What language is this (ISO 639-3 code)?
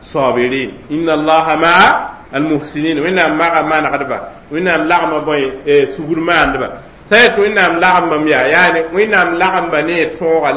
mos